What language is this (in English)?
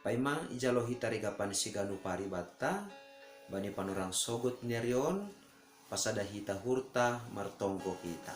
Batak Simalungun